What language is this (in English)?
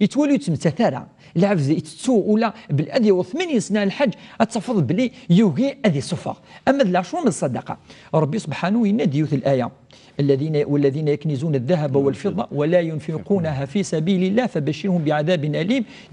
Kabyle